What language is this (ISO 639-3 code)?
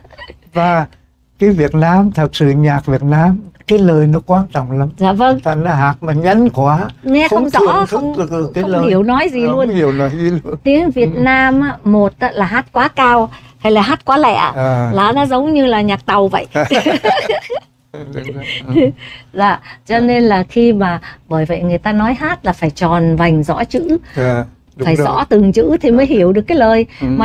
vie